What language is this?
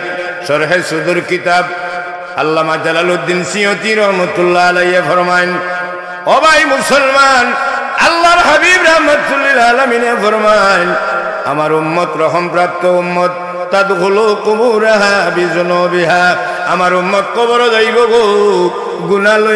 Sylheti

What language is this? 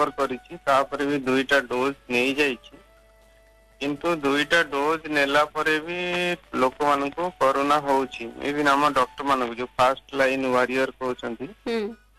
Odia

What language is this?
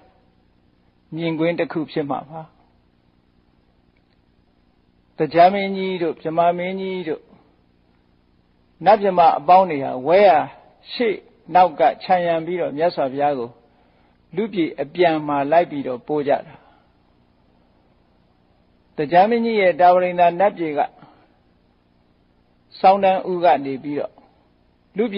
Burmese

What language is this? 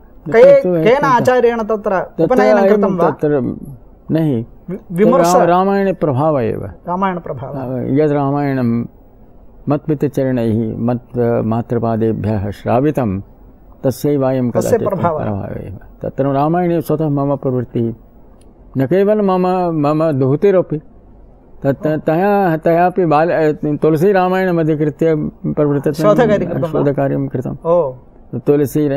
Sanskrit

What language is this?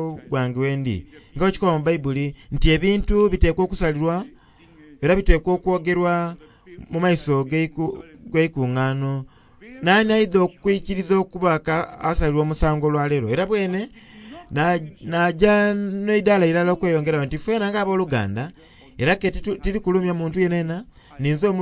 Soga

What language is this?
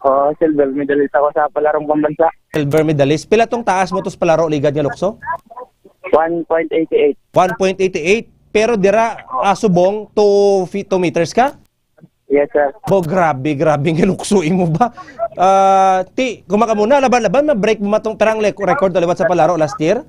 Hiligaynon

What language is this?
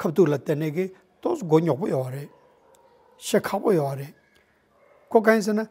Tibetan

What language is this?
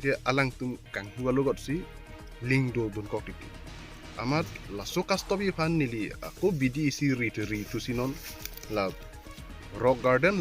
Karbi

